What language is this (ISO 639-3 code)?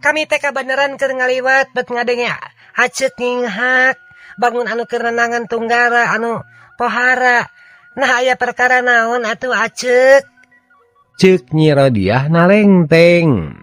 sun